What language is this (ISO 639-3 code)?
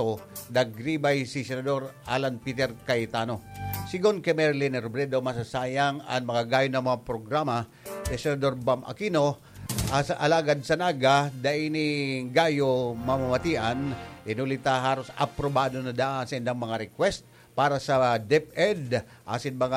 bik